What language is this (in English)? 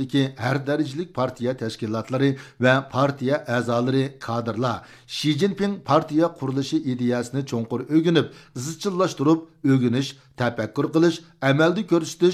Uyghur